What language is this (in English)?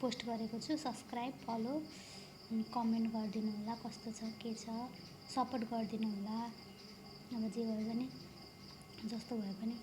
Nepali